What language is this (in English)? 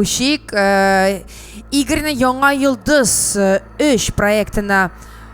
Tatar